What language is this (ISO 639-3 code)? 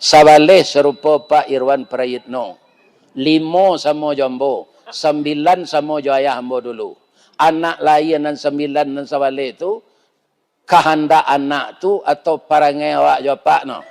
min